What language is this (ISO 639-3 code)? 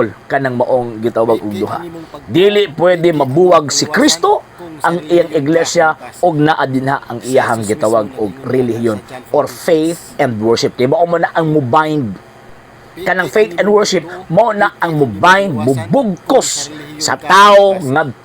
ceb